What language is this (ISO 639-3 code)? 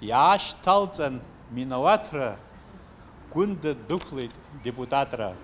abk